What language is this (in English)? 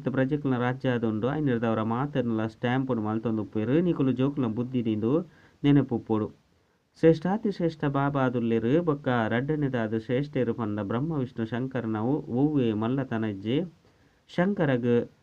Tulu